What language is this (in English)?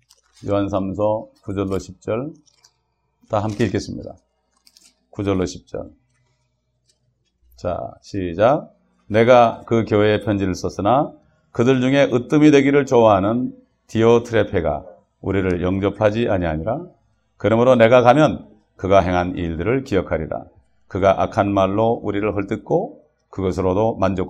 Korean